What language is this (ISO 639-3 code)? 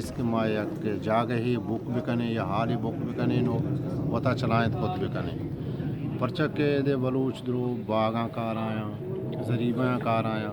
bal